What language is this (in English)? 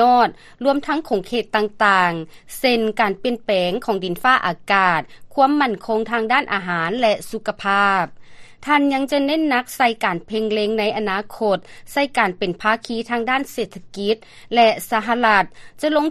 Lao